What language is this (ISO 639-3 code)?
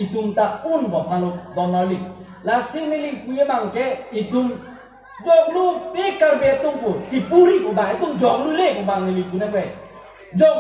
mjw